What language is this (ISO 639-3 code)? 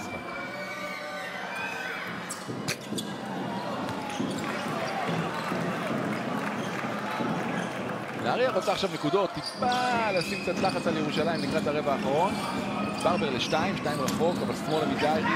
heb